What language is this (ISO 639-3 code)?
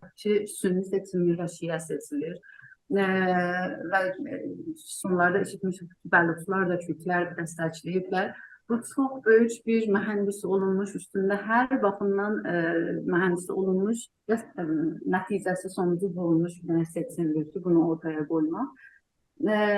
azb